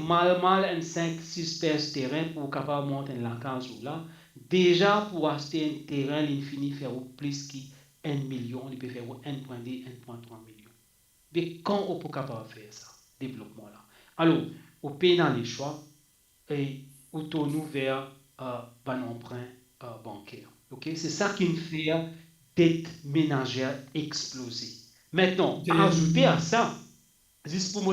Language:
Morisyen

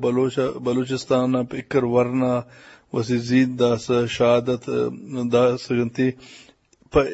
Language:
Eastern Balochi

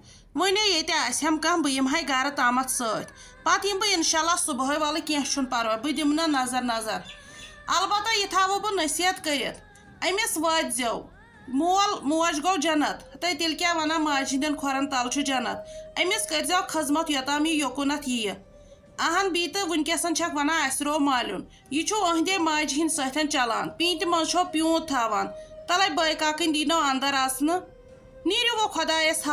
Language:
Kashmiri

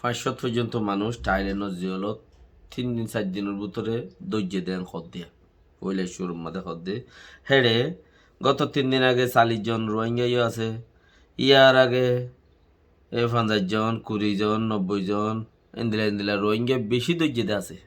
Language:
Rohingya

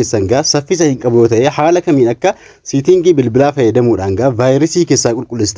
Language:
Oromo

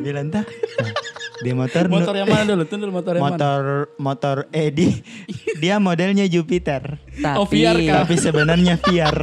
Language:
Makassar Malay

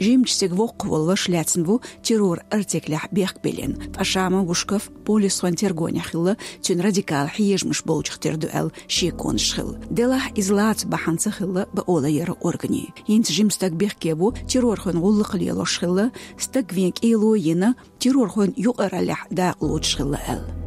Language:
Chechen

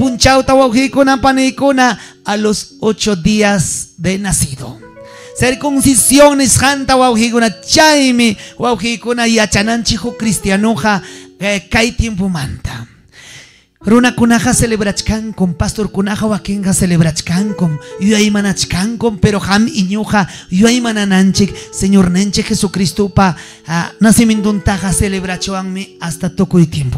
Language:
Ayacucho Quechua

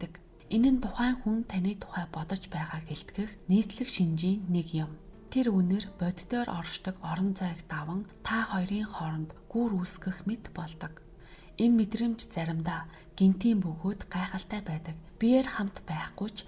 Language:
Mongolian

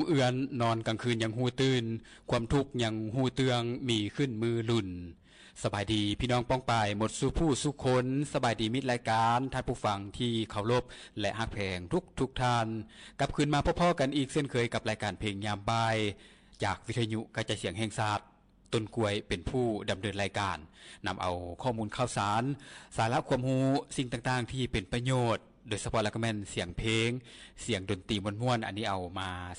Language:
Lao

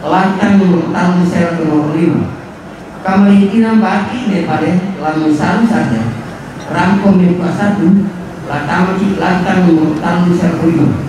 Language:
Toraja-Sa'dan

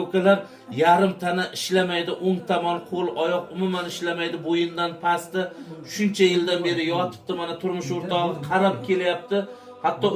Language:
Uzbek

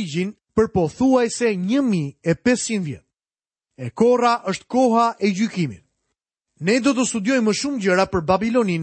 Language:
Albanian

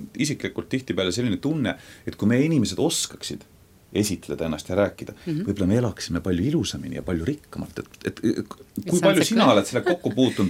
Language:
Estonian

